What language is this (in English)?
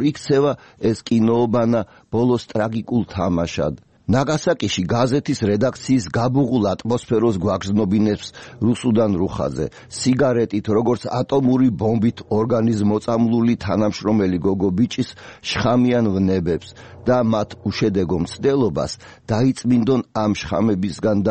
Georgian